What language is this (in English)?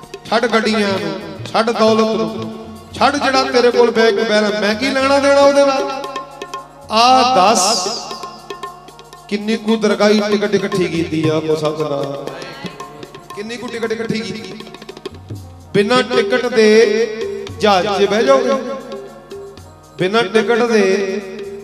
Punjabi